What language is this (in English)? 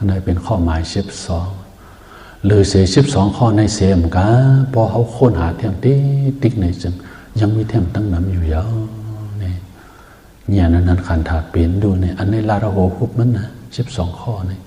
Shan